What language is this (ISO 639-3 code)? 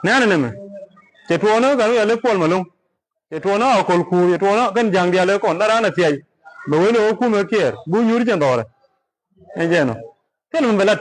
nus